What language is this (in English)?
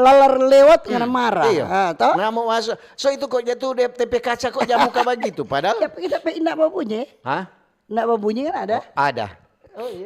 Manado Malay